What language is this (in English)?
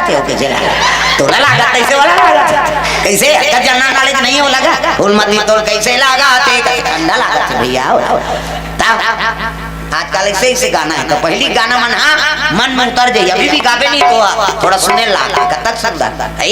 Chhattisgarhi